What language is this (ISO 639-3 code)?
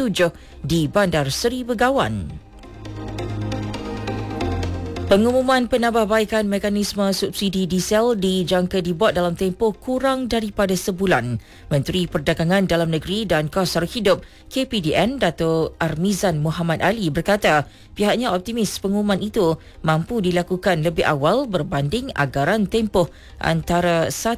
msa